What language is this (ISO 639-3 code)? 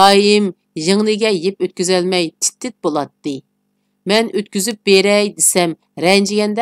uig